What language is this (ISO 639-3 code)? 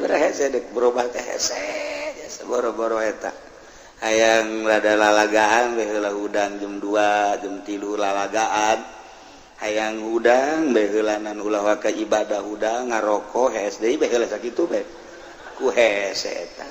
sun